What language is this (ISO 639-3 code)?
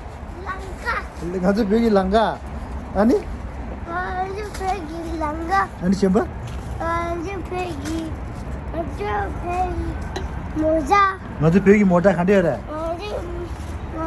bod